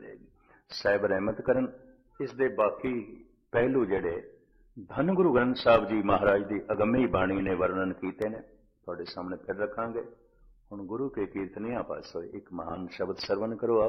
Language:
Punjabi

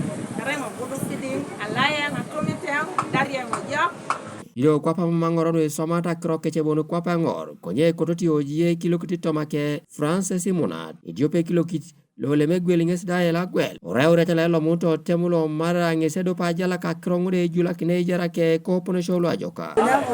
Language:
Teso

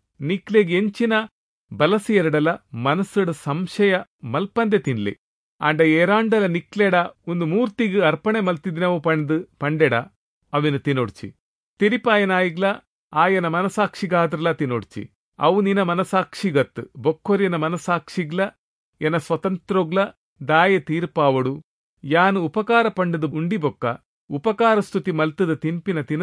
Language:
Tulu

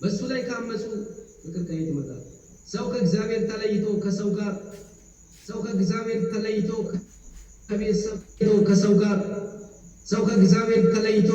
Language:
Amharic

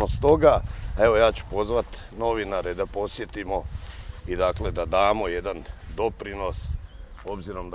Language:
Croatian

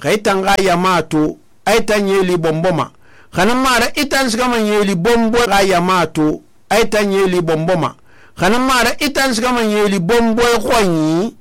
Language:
Susu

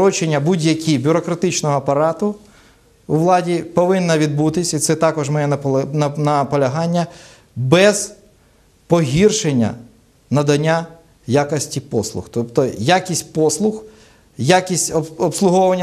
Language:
Ukrainian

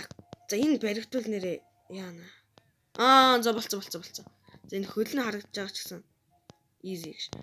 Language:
Mongolian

